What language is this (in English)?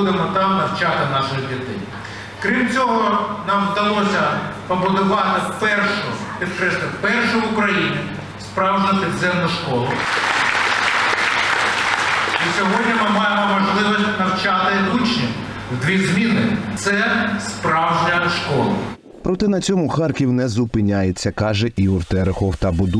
Ukrainian